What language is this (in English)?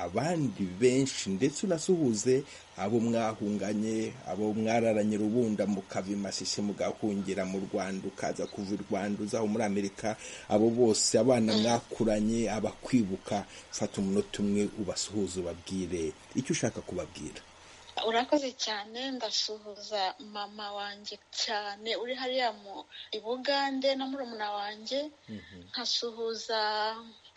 Kinyarwanda